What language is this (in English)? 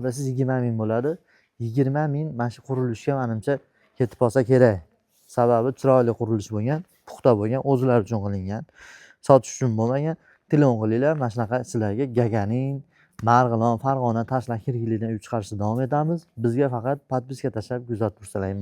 Uzbek